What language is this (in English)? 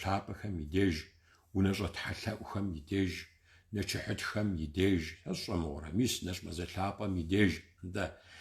Kabardian